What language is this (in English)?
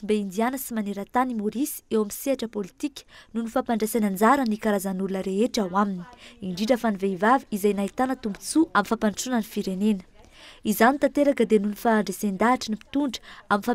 Malagasy